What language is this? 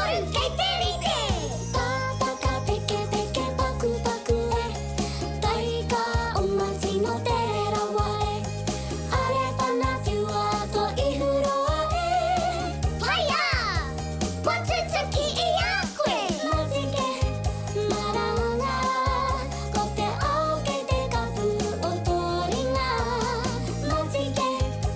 Māori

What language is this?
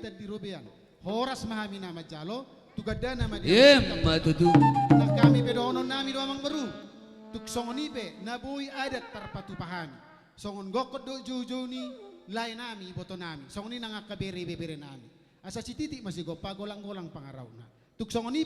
Batak Toba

